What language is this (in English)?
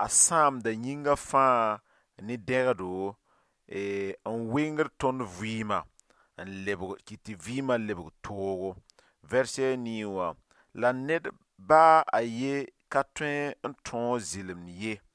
Mossi